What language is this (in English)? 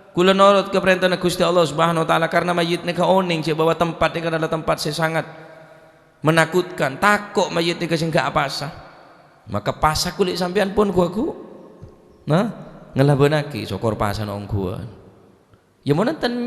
Madurese